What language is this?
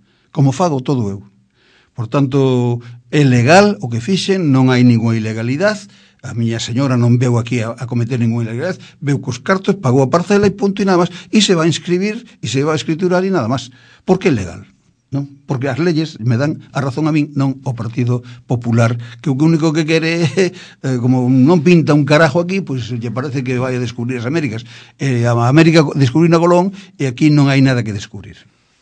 Galician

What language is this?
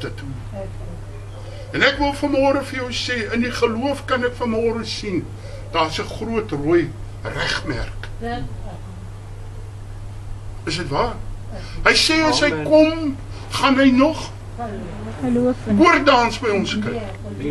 Afrikaans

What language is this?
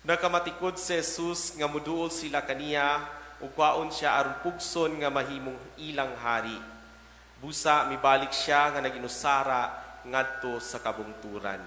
Cebuano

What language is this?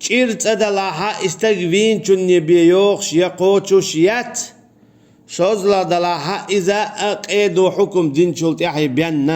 Chechen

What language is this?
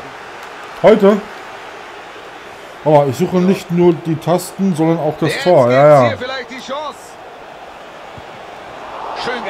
German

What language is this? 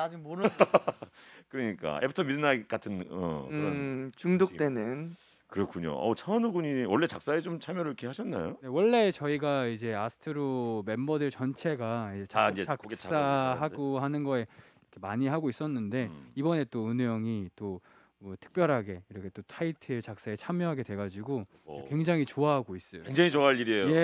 Korean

